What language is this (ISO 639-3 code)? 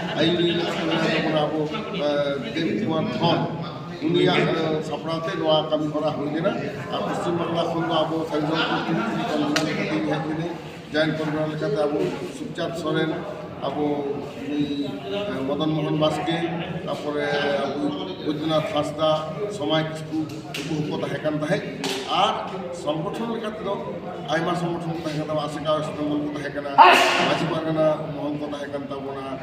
sat